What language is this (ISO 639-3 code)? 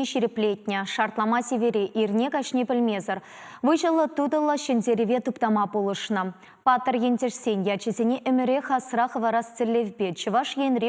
chv